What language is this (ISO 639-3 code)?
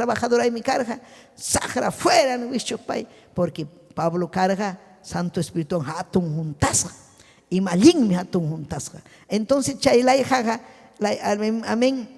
quy